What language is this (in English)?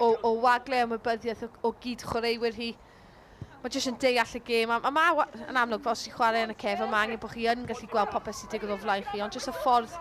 Welsh